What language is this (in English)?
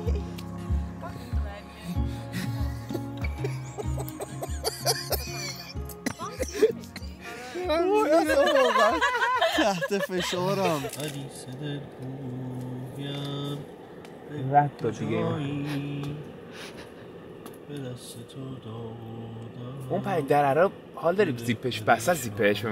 Persian